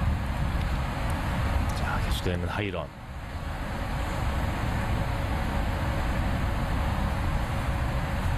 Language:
Korean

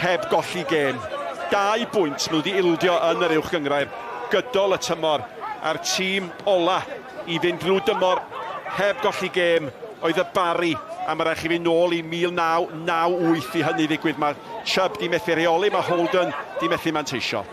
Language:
Welsh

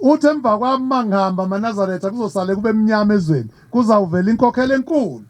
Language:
Zulu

